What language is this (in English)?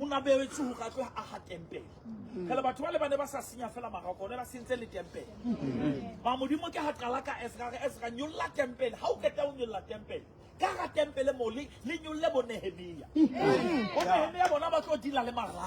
Southern Sotho